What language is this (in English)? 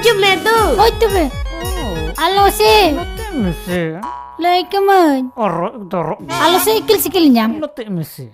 Santali